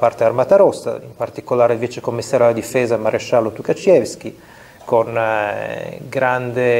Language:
Italian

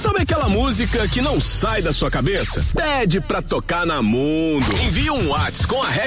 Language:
Portuguese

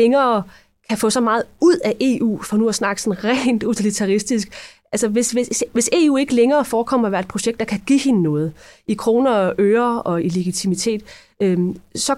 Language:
Danish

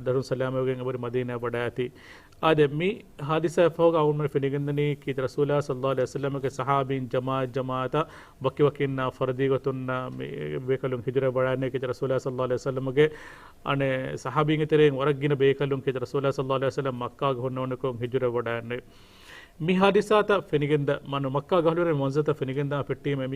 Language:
Divehi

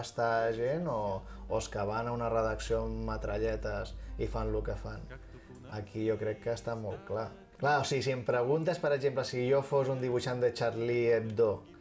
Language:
Catalan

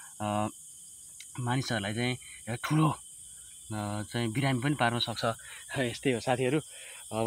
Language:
Nepali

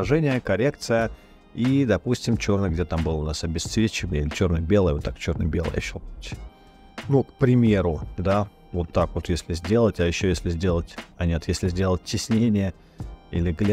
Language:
Russian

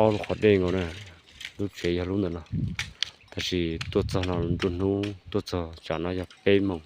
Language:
Hmong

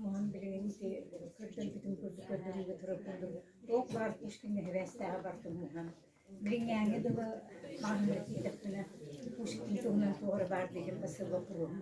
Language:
Yakut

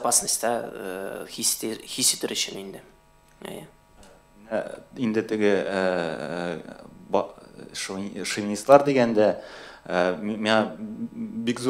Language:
Tatar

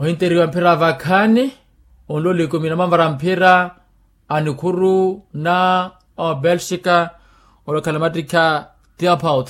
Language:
Makhuwa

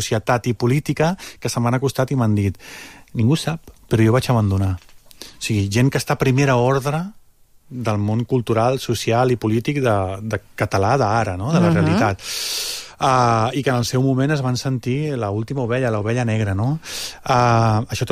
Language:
Catalan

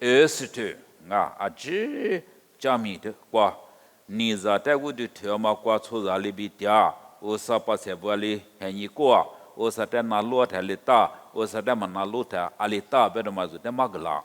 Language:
Lisu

